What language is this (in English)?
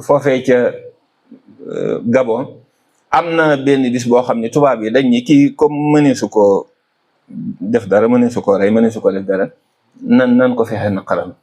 Wolof